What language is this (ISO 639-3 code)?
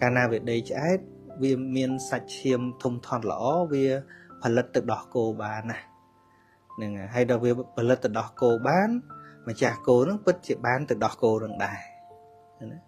khm